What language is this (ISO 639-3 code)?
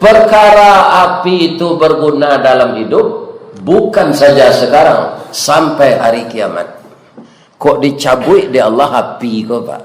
min